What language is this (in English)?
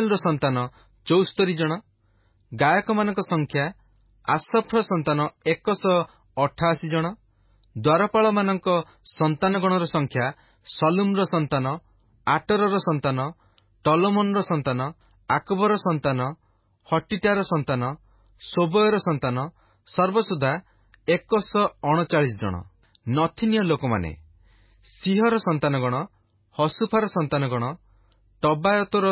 Odia